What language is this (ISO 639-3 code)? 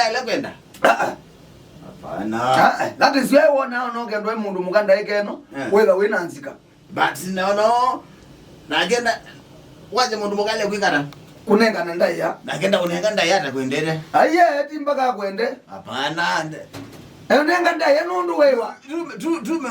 kam